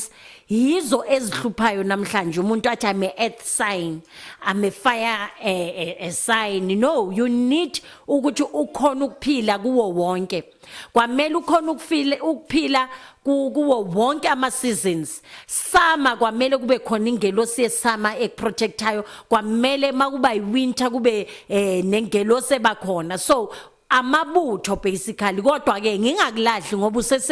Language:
Zulu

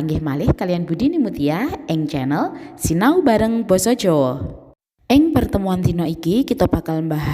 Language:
Javanese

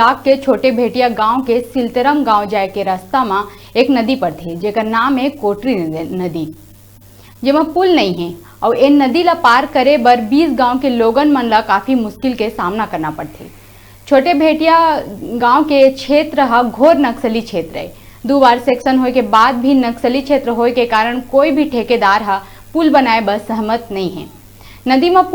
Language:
Chhattisgarhi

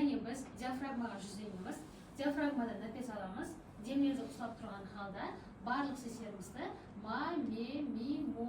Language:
Kara-Kalpak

